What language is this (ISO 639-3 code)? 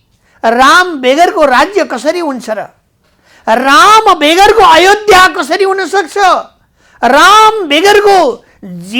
nep